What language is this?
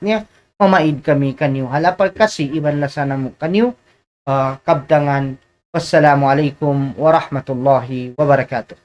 Tausug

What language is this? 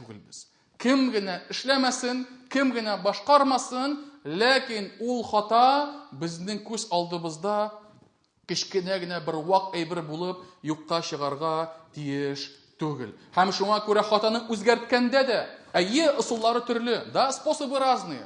Tatar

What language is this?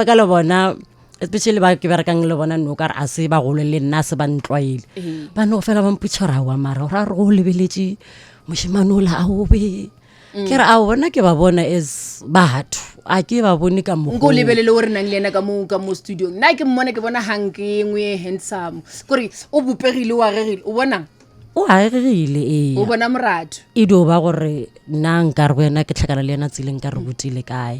Northern Sotho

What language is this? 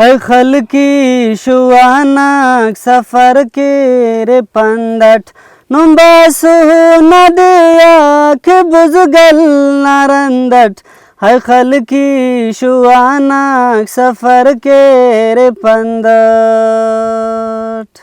Brahui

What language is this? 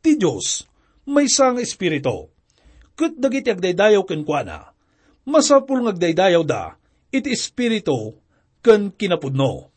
Iloko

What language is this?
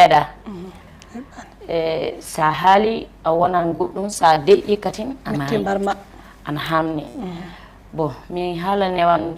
Fula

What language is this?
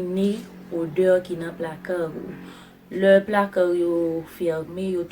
Haitian Creole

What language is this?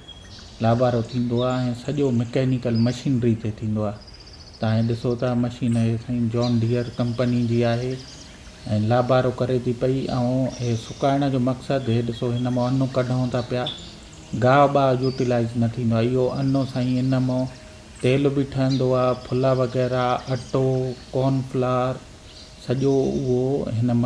Sindhi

